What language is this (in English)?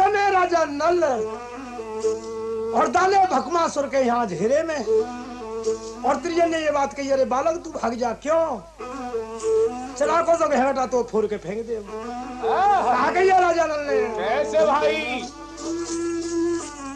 Hindi